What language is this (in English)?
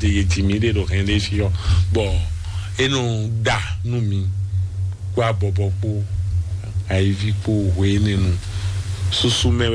Fon